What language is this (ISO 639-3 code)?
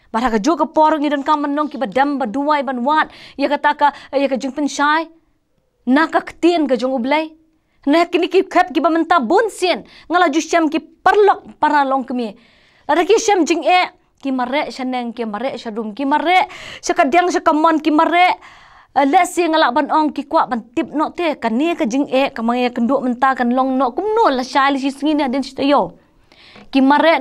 kha